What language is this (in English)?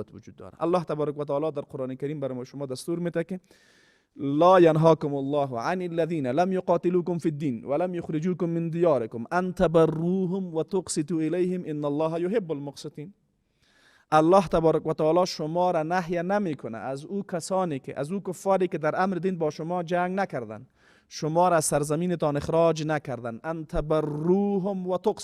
Persian